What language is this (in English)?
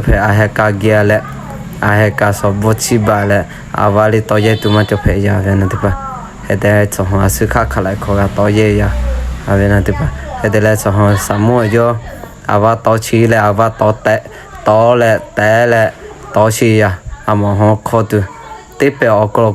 Lahu